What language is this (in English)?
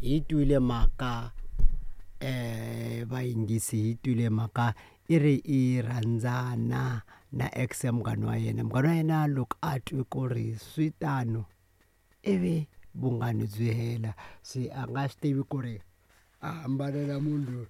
Tsonga